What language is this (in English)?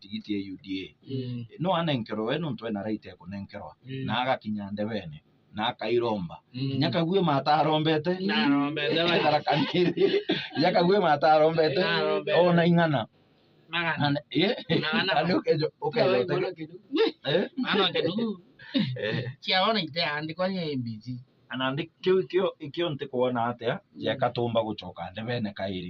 Meru